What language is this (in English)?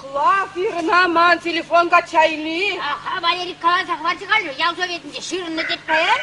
Chuvash